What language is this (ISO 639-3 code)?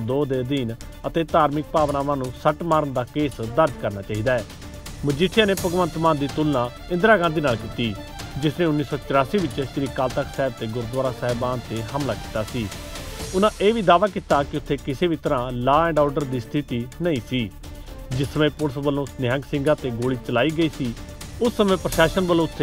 pan